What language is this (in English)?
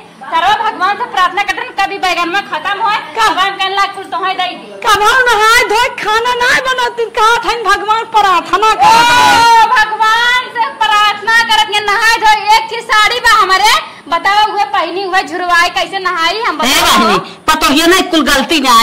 Awadhi